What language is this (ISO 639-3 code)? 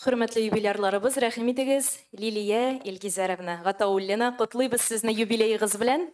tat